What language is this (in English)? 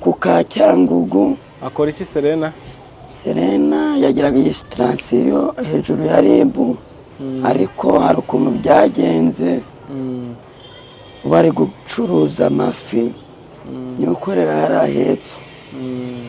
Kinyarwanda